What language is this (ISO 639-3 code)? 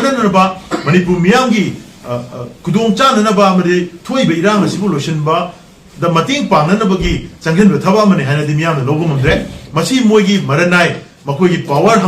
mni